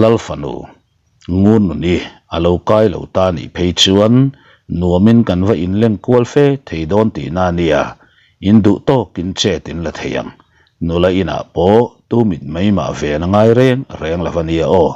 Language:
Mizo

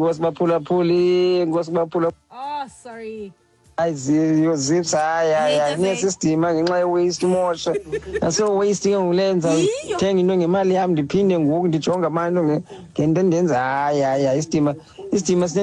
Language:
Xhosa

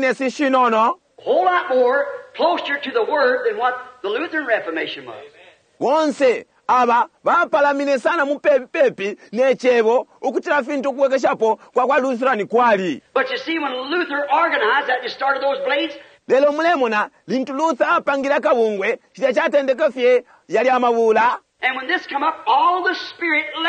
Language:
Bemba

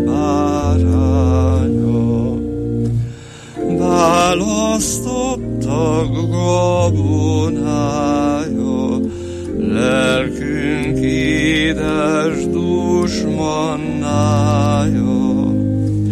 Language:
Hungarian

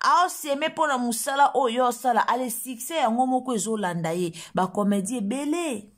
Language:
Lingala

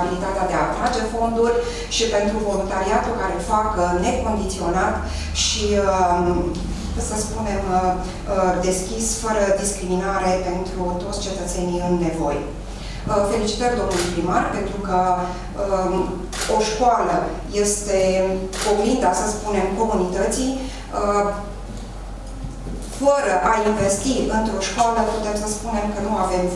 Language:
Romanian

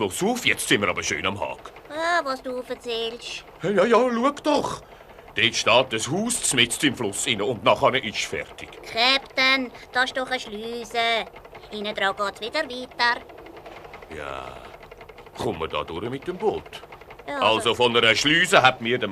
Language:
Swiss German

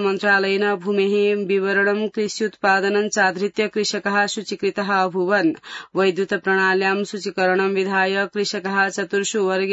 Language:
Sanskrit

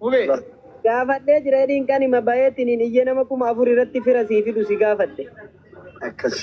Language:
Oromo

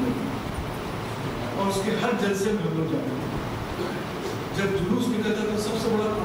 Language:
Urdu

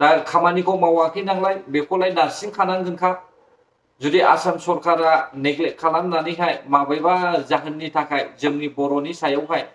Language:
Bodo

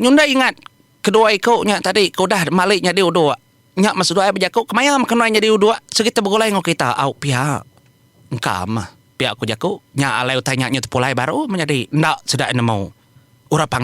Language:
Iban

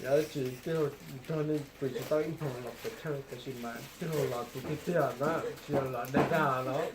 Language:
Hmong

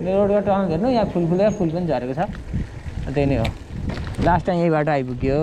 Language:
Nepali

